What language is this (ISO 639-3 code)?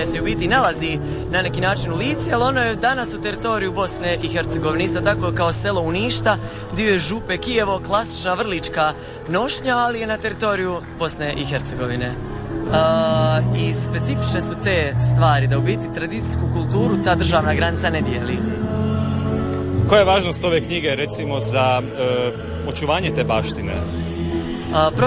hrv